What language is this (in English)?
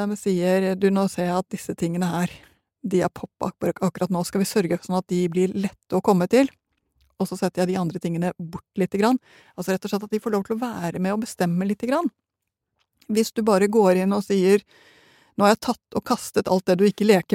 Norwegian